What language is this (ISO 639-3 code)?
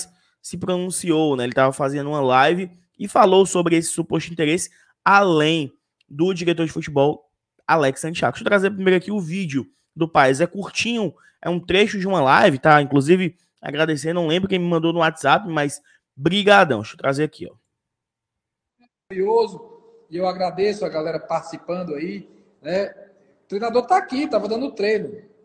por